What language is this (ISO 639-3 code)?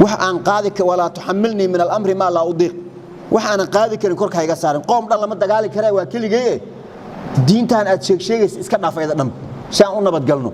som